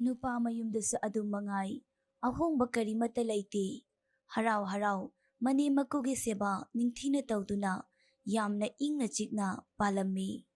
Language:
Manipuri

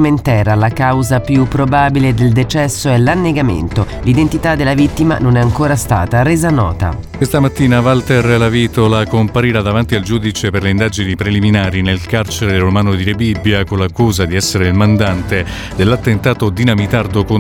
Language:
Italian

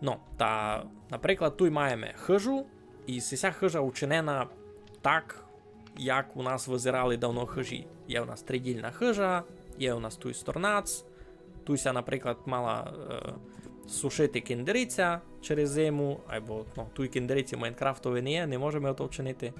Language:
Rusyn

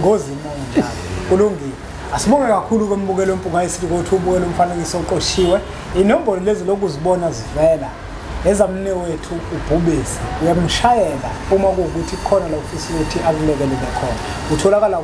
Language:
Zulu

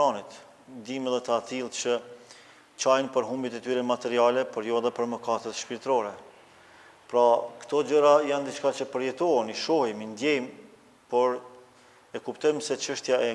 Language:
Albanian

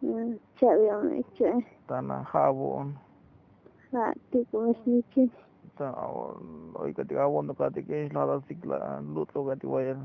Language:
Tzotzil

